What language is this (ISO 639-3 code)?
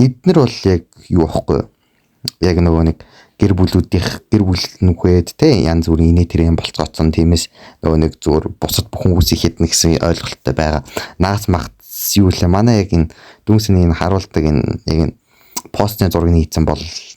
mon